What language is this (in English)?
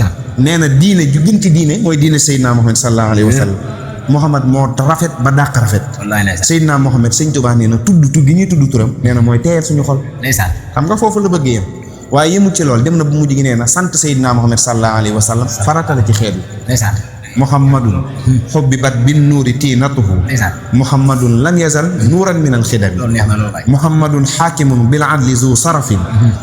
Wolof